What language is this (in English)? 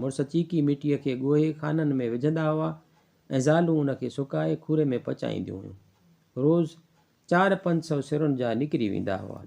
Sindhi